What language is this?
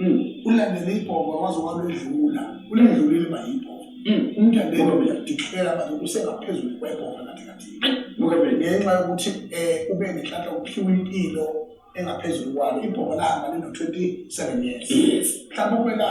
Zulu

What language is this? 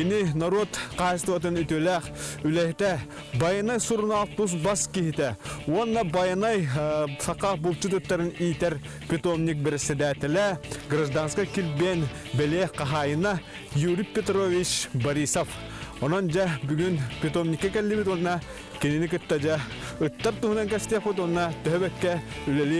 Yakut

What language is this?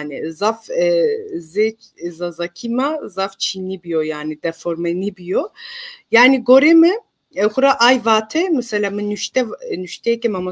Zaza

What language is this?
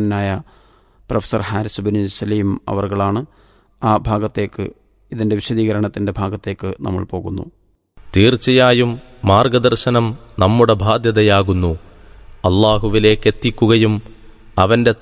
Malayalam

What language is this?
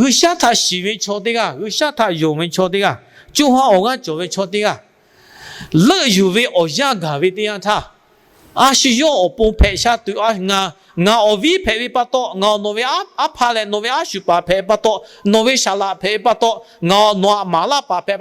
Lahu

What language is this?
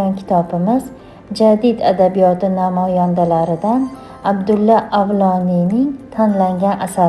Uzbek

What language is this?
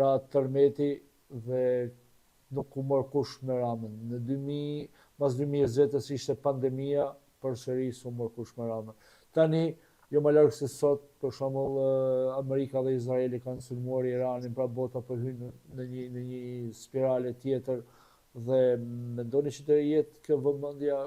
Albanian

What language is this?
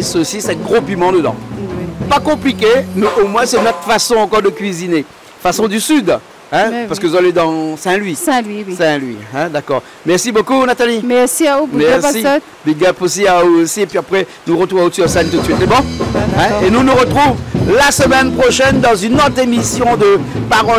Réunion Creole French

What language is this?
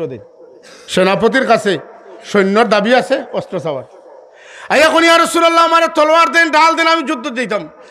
Sylheti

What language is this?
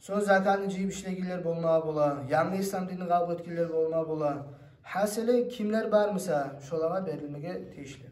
Kumyk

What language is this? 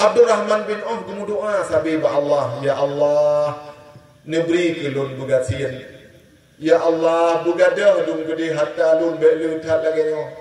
Achinese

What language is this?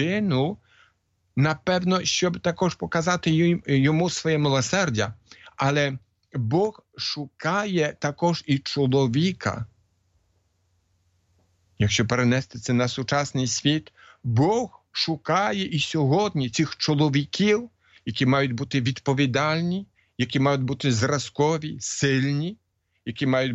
Ukrainian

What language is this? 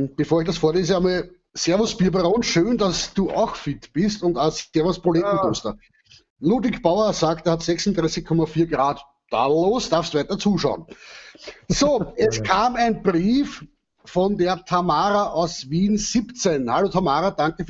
Bavarian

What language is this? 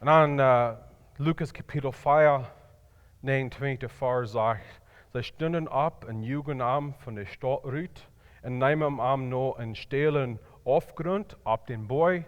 Plautdietsch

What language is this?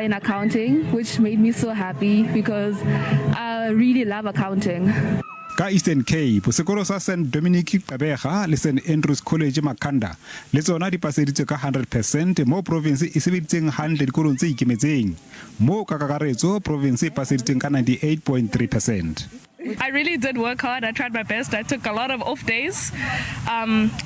Southern Sotho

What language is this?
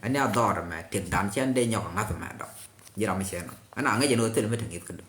Nuer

